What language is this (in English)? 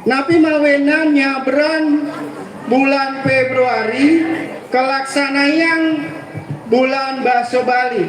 Balinese